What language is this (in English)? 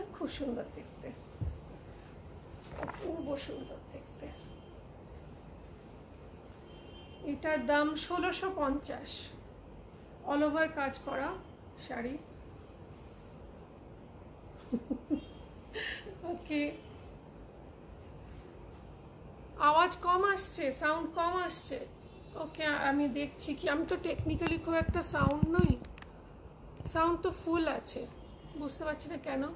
Bangla